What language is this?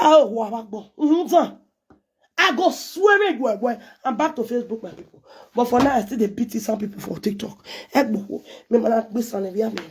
Nigerian Pidgin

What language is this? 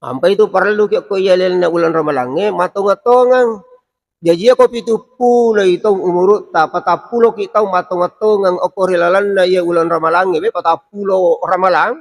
Buginese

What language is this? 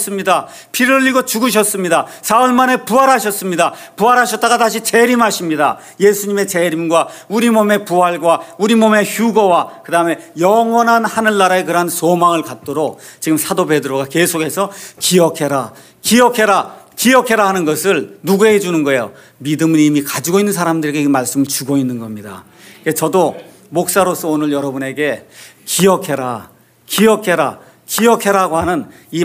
Korean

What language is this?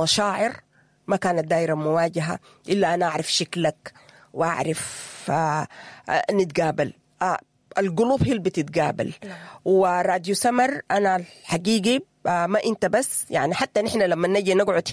Sudanese Arabic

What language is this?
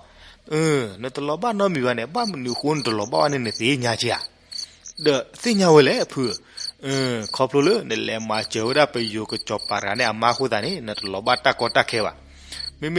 S'gaw Karen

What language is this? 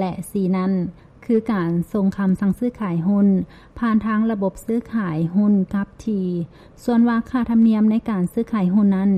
Lao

